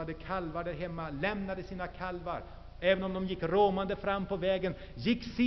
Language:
Swedish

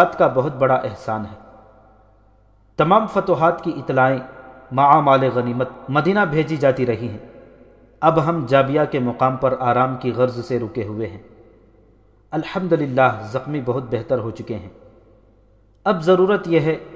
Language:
Urdu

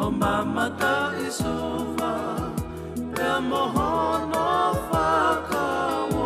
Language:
Tongan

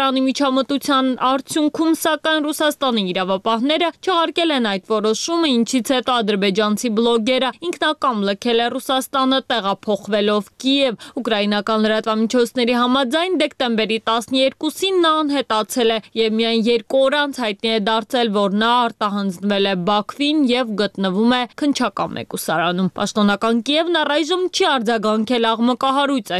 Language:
Armenian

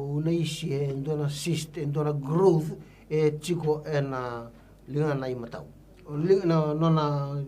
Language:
Fijian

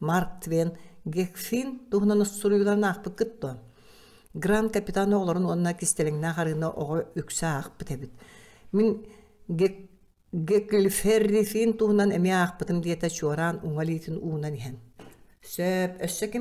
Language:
Yakut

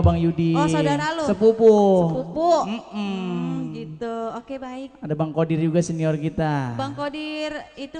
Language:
Betawi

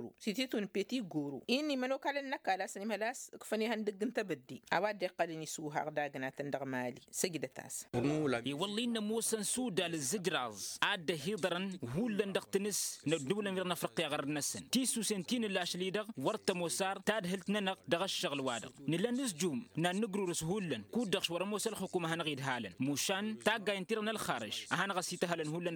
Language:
Tamasheq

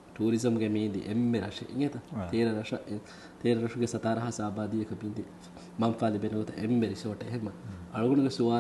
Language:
Divehi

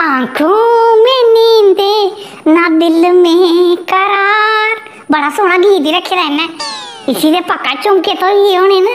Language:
Dogri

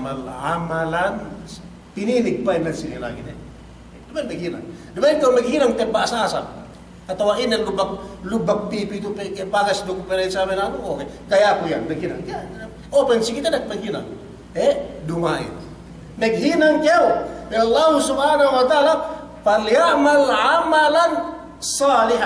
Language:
Yakan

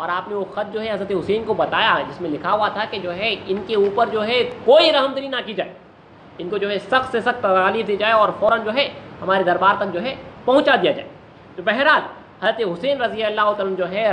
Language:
Urdu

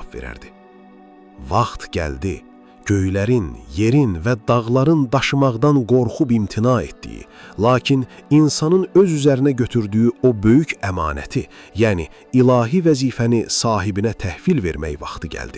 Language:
Azerbaijani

